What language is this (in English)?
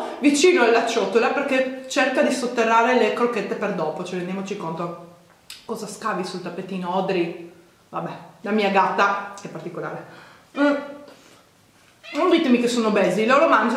Italian